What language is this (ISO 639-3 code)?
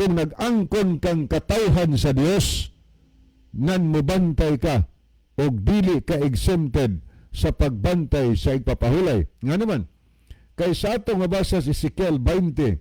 ceb